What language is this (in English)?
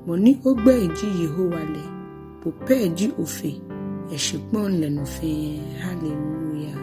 Ga